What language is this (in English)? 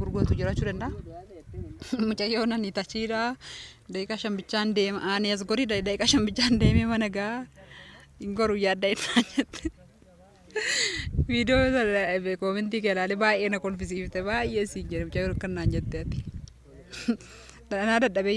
Oromo